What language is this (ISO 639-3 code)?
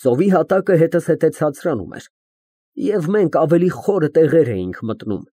hye